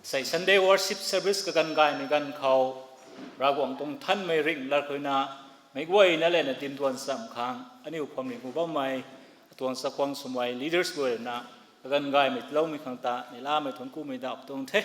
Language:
Rongmei Naga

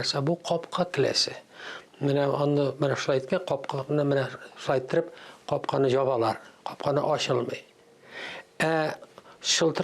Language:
Tatar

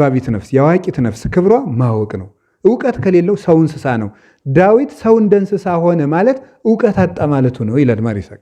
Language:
Amharic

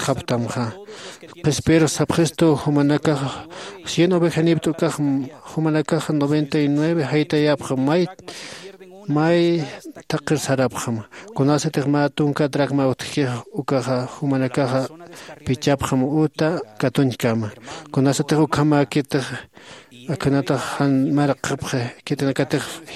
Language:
Aymara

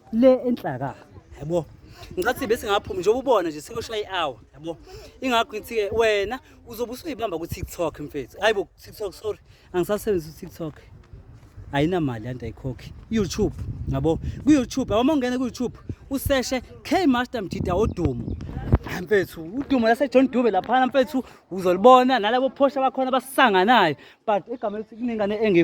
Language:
Zulu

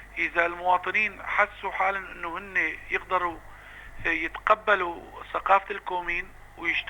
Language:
North Levantine Arabic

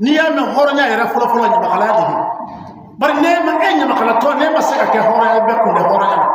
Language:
Bambara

